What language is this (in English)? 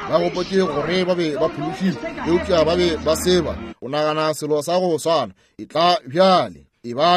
Northern Sotho